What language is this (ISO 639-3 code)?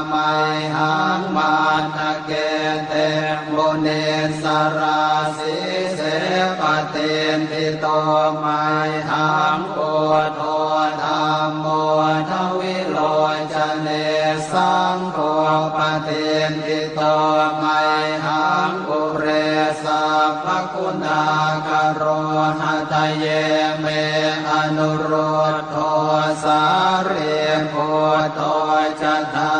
pli